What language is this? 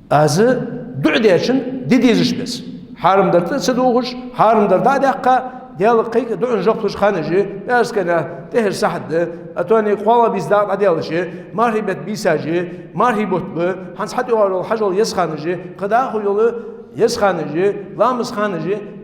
Ingush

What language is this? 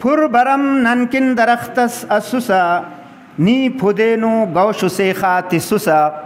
Brahui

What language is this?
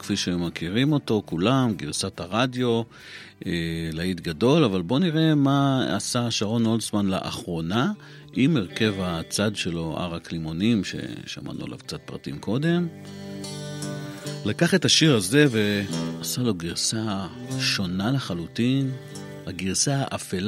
Hebrew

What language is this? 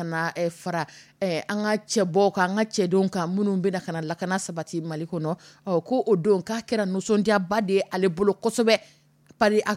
Dyula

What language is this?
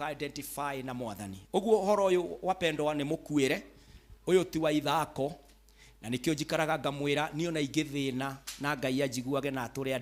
Kikuyu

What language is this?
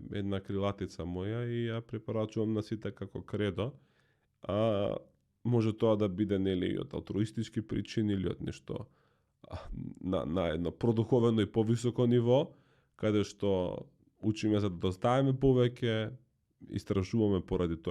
Macedonian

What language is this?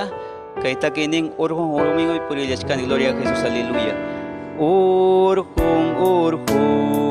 Ayacucho Quechua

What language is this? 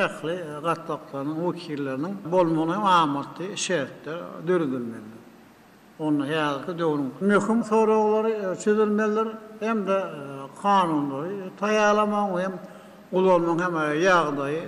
Turkmen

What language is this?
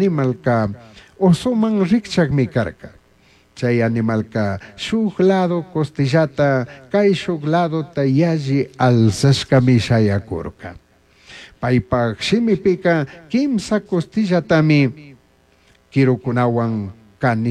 Chimborazo Highland Quichua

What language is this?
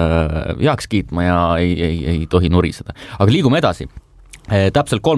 Estonian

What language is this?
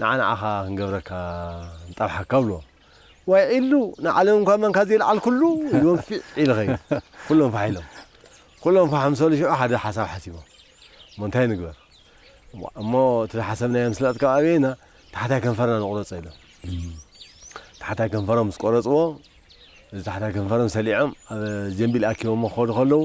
Tigrinya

